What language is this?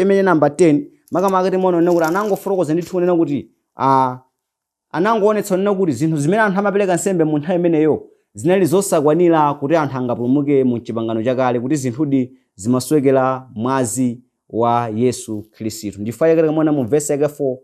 Nyanja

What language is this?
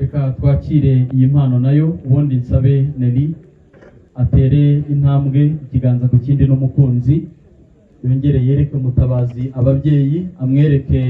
Kinyarwanda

